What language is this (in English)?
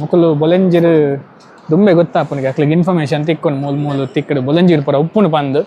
Tulu